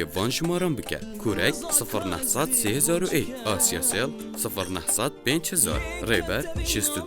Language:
Kurdish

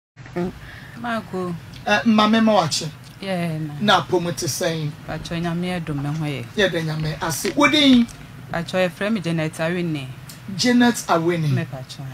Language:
Akan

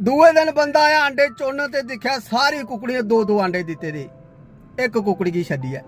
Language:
Dogri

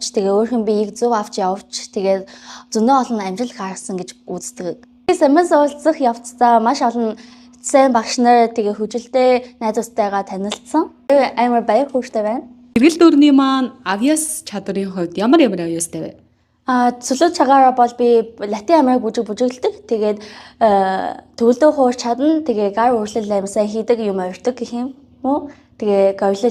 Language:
Mongolian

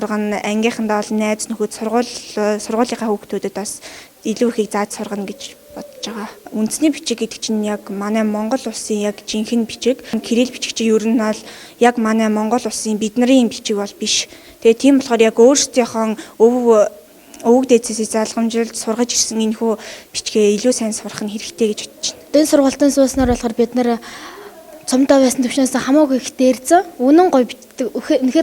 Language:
Mongolian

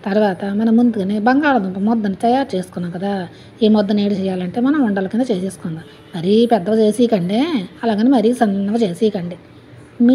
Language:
Telugu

